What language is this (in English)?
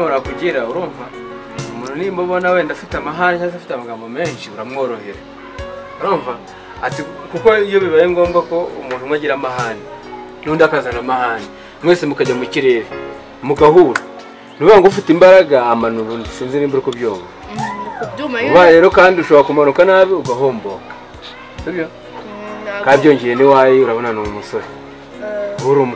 Kinyarwanda